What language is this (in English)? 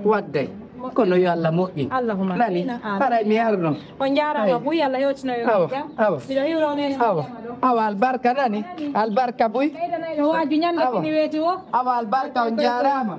Fula